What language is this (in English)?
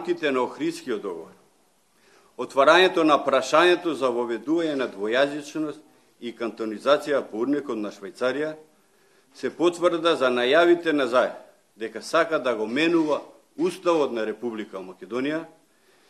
Macedonian